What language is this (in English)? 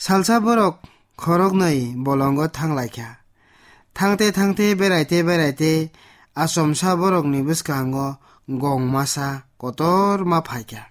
Kok Borok